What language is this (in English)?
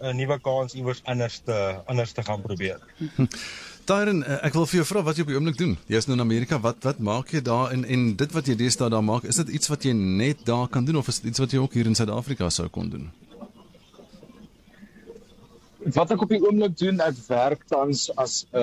Afrikaans